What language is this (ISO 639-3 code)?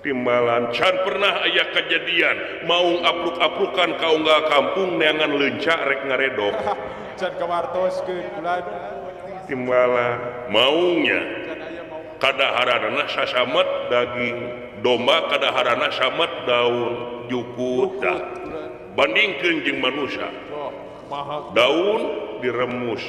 sun